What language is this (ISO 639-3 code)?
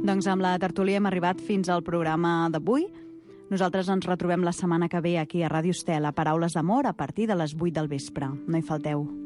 cat